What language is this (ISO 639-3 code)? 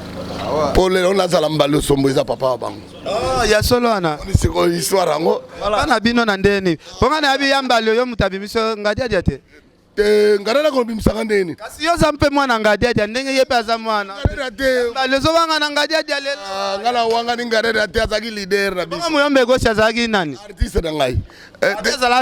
lin